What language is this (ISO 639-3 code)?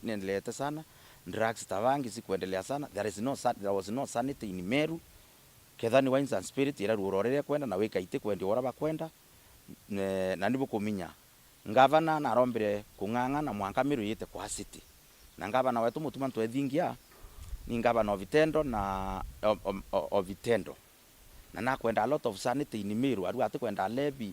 mer